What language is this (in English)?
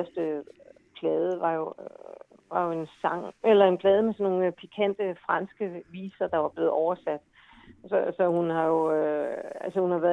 Danish